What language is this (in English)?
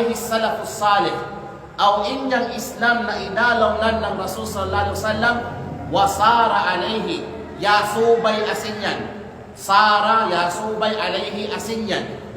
Kalagan